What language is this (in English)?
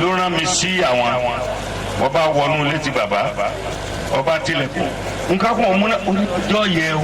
Yoruba